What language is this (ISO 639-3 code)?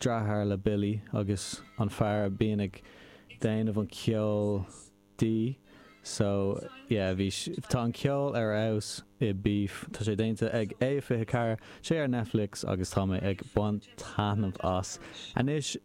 gle